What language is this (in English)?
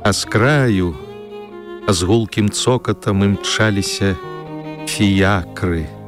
Belarusian